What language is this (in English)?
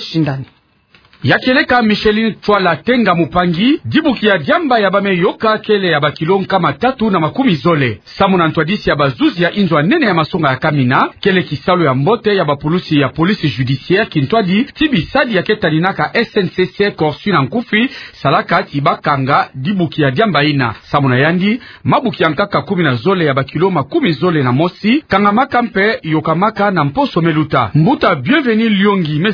Kituba (Democratic Republic of Congo)